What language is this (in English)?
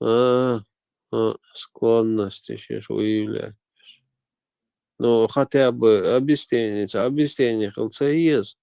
Chechen